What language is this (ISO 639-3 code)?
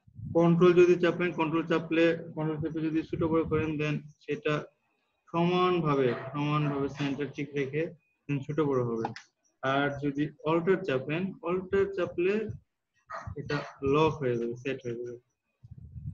ben